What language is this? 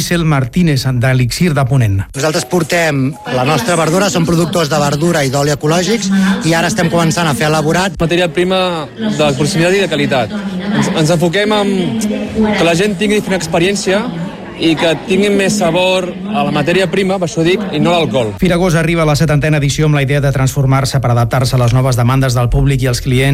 Catalan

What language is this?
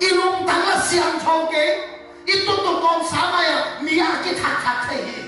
Tedim Chin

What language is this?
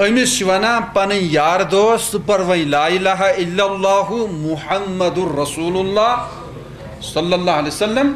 Kashmiri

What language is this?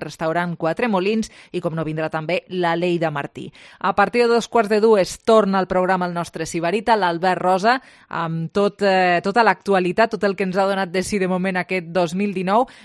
Catalan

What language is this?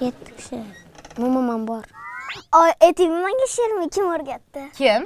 Uzbek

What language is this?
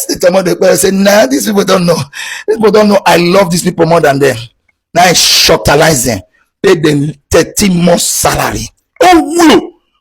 Nigerian Pidgin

